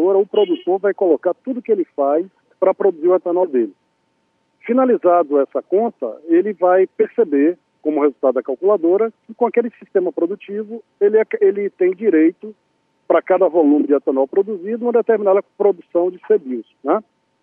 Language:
Portuguese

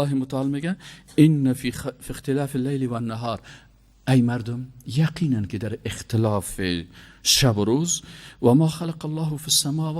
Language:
Persian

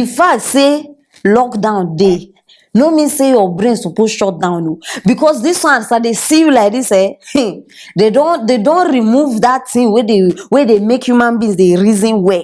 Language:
Nigerian Pidgin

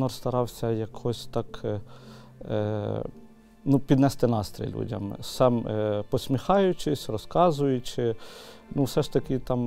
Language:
Ukrainian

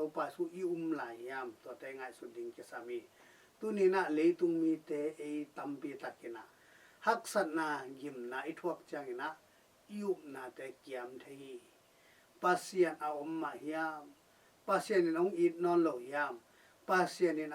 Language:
Tedim Chin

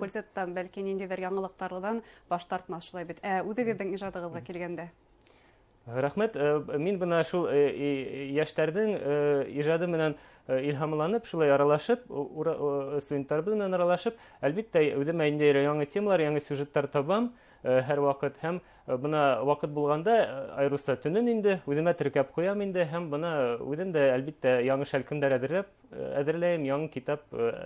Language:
Bashkir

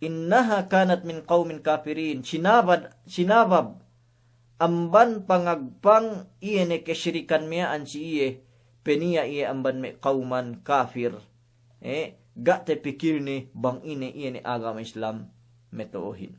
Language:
Yakan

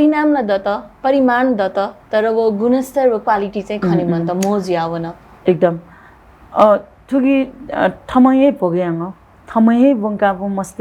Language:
Newari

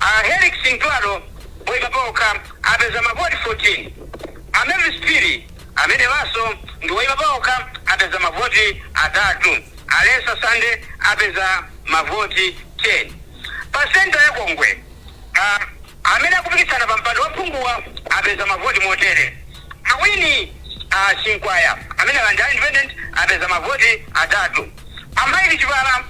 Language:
Nyanja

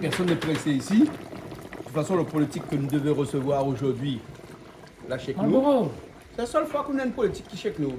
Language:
Réunion Creole French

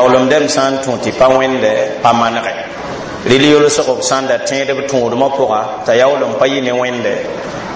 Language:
Mossi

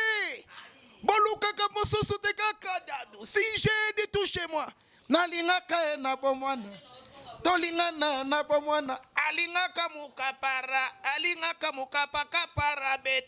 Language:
Lingala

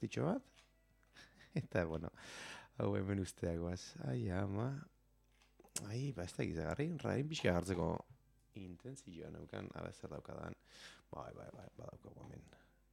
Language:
Basque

